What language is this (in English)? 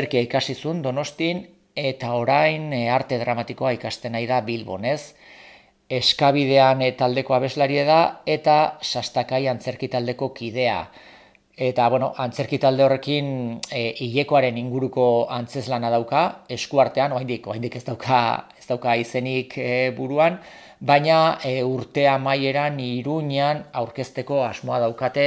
Basque